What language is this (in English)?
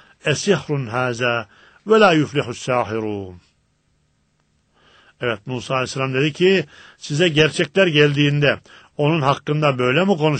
Turkish